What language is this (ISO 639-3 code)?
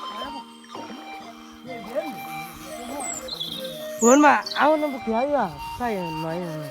lao